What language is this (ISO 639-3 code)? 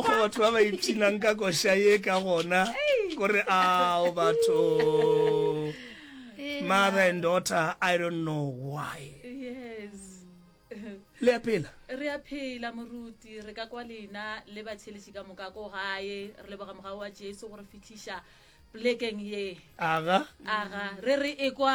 nso